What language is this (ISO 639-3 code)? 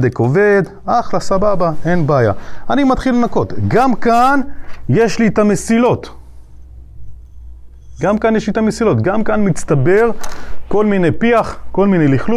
heb